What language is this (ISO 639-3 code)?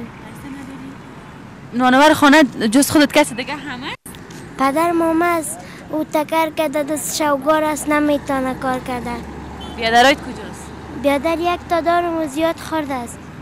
fas